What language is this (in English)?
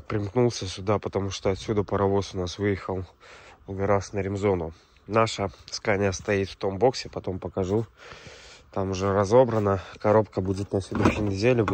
Russian